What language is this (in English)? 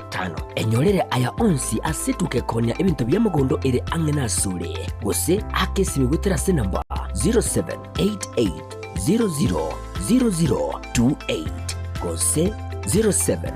Gusii